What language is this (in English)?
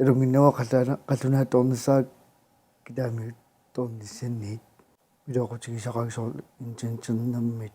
Kalaallisut